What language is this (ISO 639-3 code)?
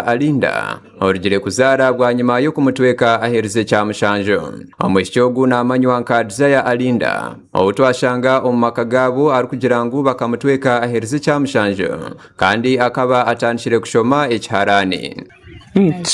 nyn